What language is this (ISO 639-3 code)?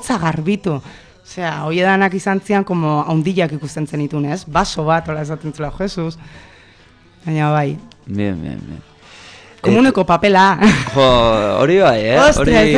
eus